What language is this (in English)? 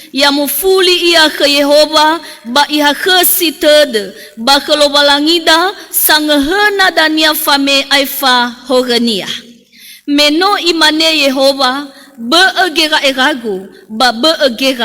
Nias